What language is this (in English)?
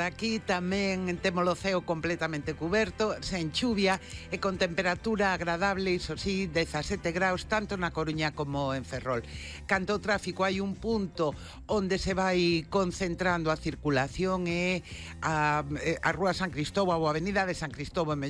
Galician